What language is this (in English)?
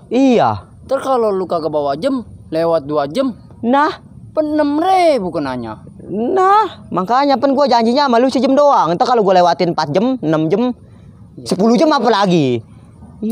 Betawi